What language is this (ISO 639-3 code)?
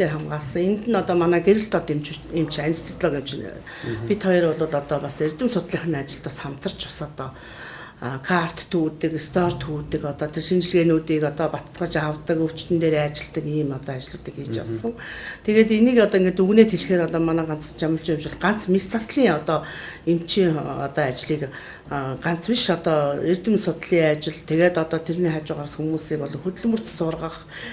mon